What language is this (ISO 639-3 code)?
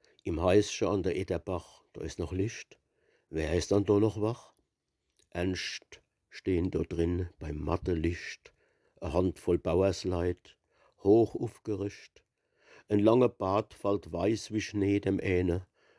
pfl